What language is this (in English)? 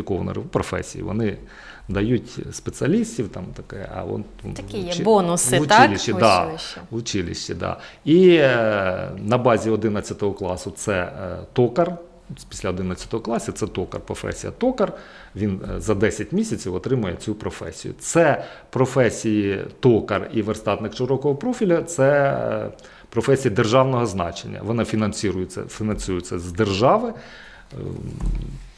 Ukrainian